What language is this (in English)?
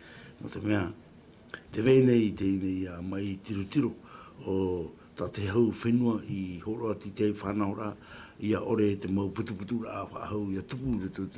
Tahitian